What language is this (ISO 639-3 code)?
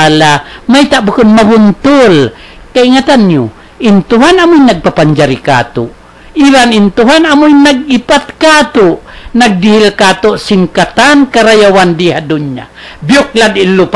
tsg